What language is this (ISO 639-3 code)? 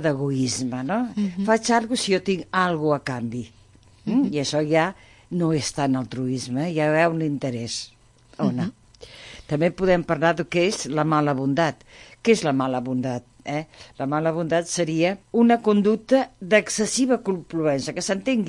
cat